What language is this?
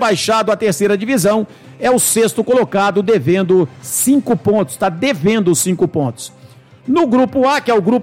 Portuguese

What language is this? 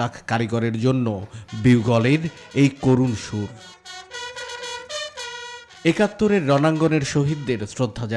Bangla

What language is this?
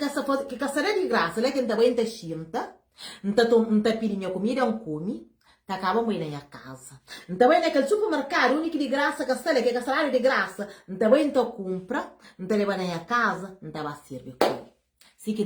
Kabuverdianu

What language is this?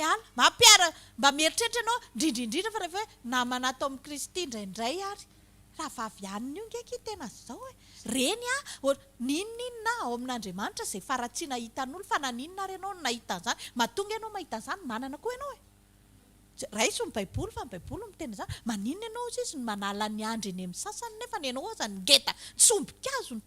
Malagasy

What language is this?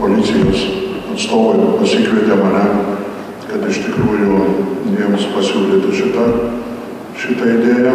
Lithuanian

